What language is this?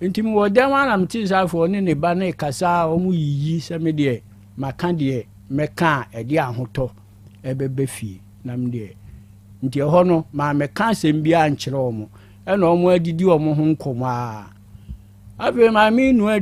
Akan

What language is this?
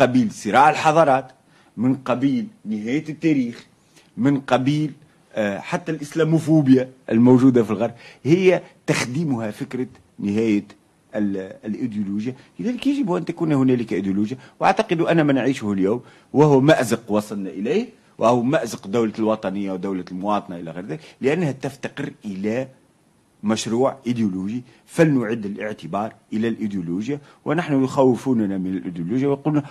Arabic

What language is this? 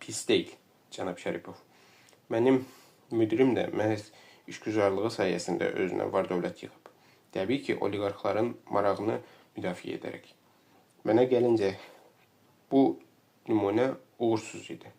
Azerbaijani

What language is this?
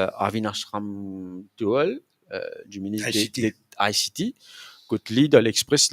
Morisyen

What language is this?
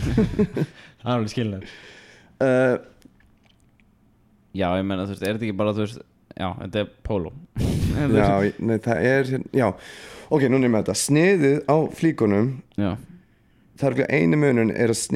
Icelandic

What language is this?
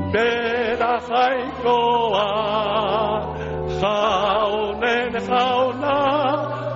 Basque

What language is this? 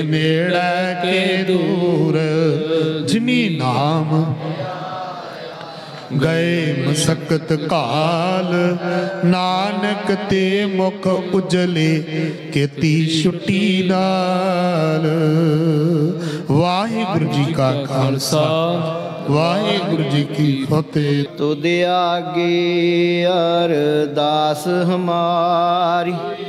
Punjabi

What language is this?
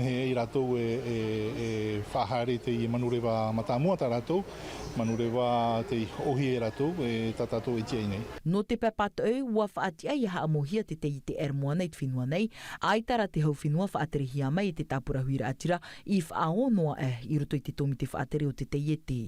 Tahitian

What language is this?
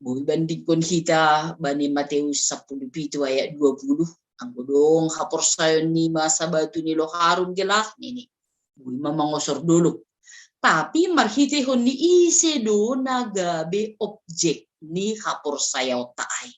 Batak Simalungun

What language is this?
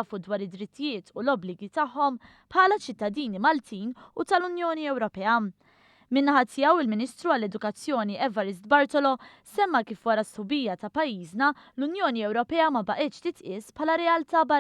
Maltese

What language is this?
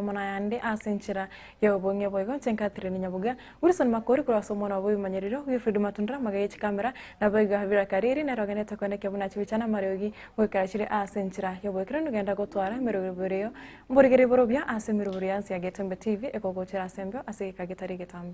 Gusii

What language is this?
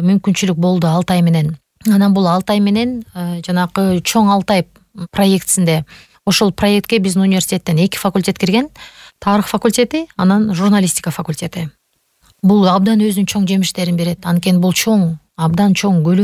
Kyrgyz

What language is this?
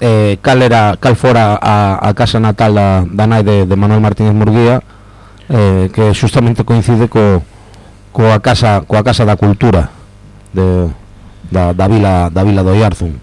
Galician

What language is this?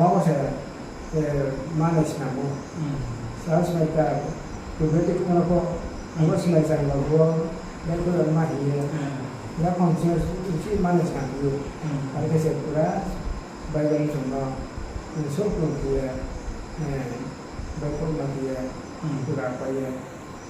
Riang (India)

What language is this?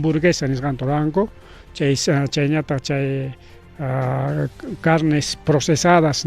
Ayacucho Quechua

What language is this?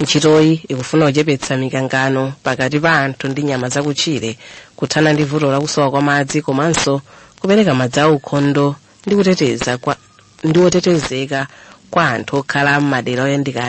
Nyanja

